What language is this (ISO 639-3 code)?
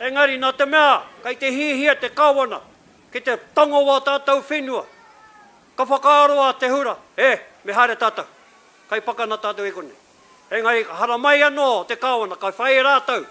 mri